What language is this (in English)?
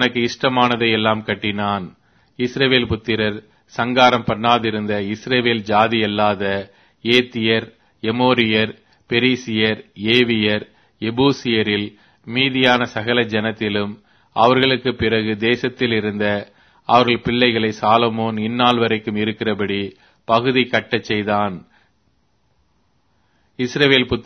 Tamil